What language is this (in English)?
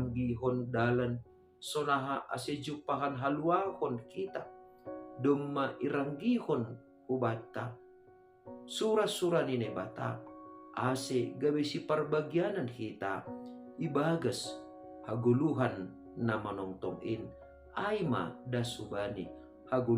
Batak Simalungun